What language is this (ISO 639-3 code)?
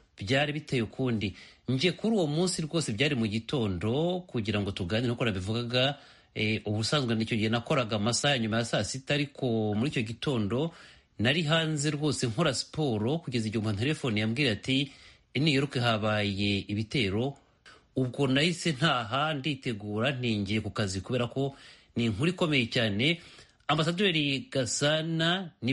kin